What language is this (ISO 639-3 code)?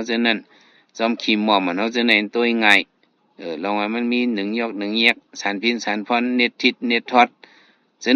shn